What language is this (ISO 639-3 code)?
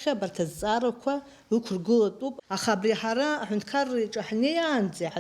abk